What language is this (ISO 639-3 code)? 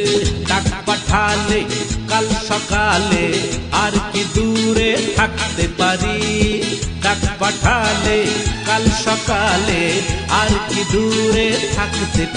ben